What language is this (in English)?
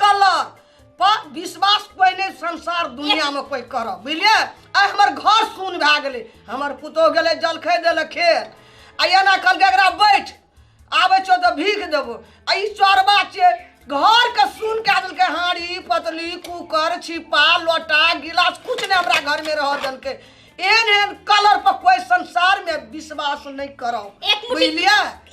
Maithili